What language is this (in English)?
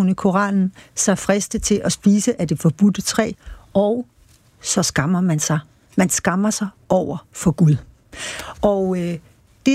Danish